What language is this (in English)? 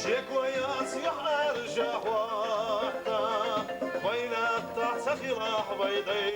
Chechen